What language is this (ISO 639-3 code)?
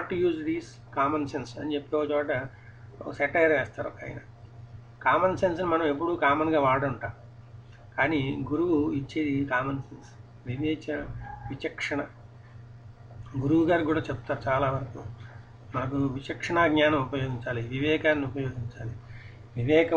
tel